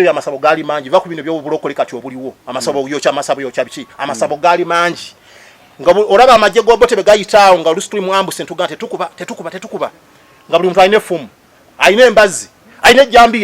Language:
Ganda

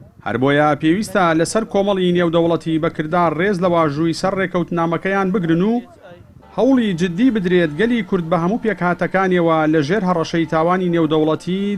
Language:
Central Kurdish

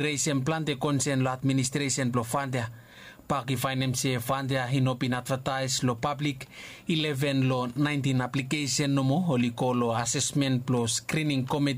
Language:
Bislama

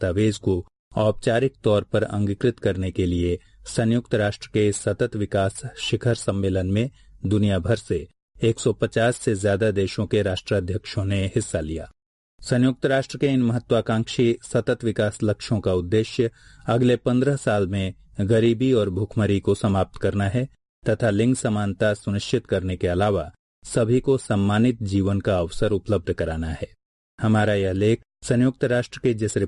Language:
Hindi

